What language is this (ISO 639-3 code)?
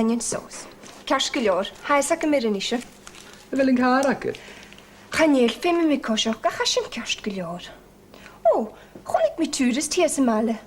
gla